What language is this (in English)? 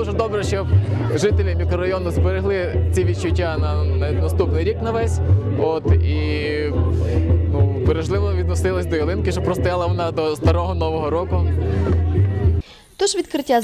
Ukrainian